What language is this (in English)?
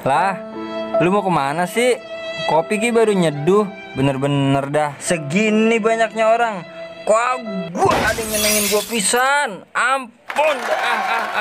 Betawi